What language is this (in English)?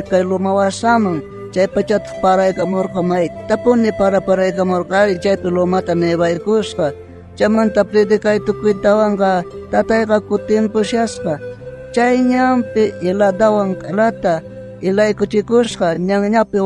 South Bolivian Quechua